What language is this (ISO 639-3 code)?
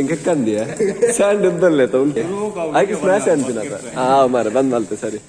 tcy